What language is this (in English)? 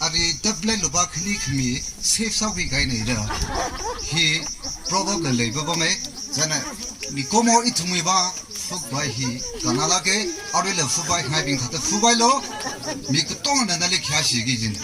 Tangkhul Naga (India)